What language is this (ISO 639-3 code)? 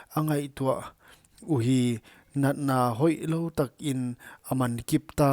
pck